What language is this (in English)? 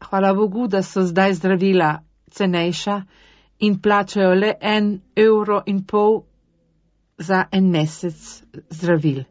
Slovenian